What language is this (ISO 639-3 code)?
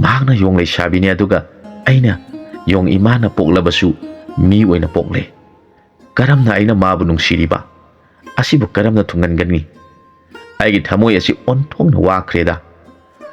mni